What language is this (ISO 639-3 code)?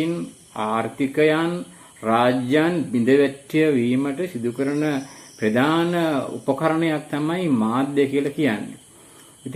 sin